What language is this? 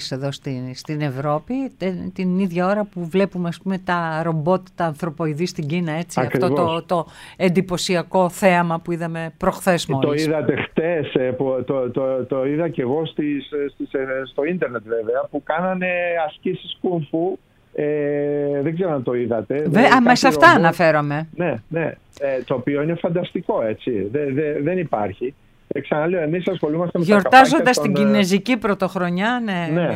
Greek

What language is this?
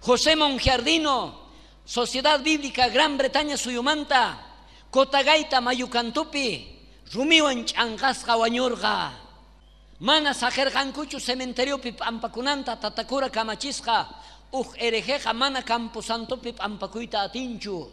South Bolivian Quechua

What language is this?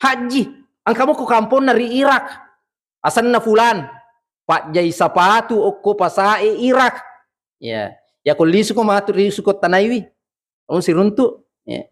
Buginese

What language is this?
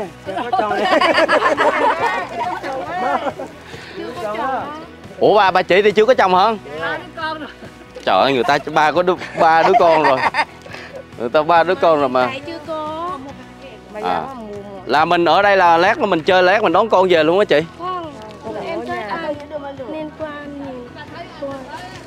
Vietnamese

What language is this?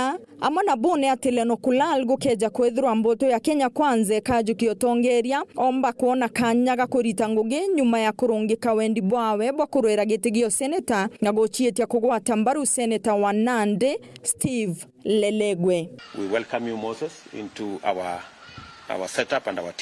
Meru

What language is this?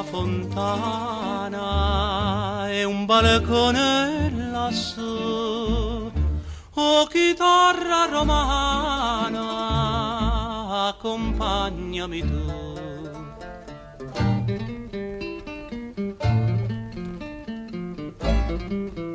Italian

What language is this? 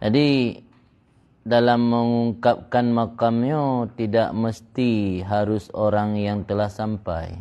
Achinese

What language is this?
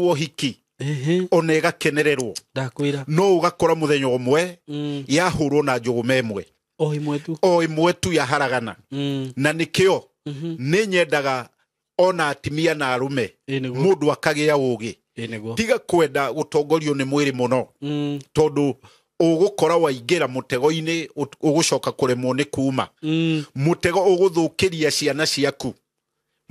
Kikuyu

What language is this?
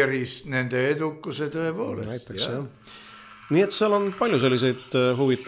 Estonian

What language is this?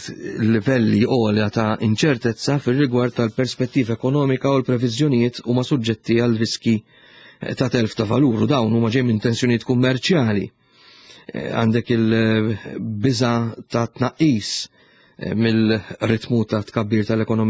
Maltese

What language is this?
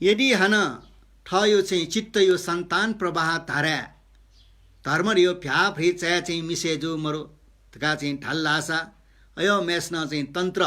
Newari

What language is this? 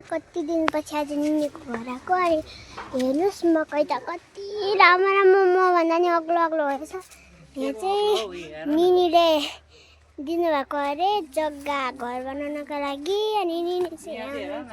Nepali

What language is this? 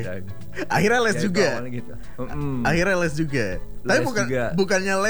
Indonesian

